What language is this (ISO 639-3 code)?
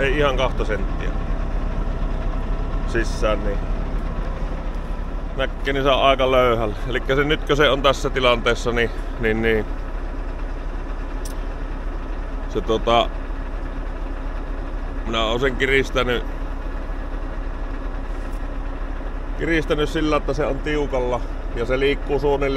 fin